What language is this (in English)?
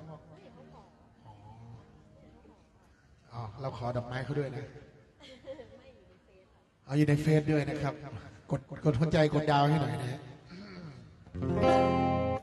Thai